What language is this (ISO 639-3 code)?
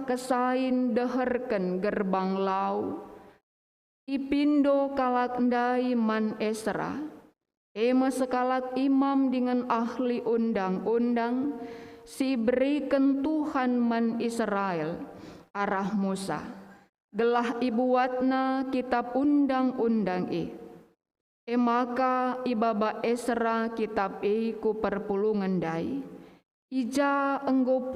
btx